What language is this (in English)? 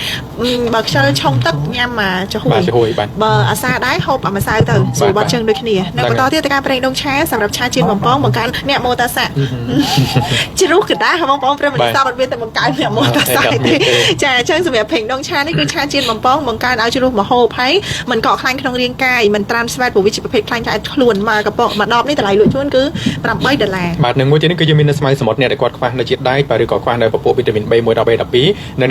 Khmer